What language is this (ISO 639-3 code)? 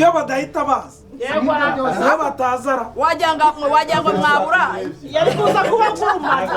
kin